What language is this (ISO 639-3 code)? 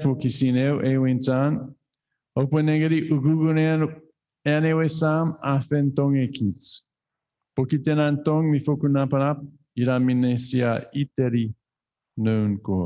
chk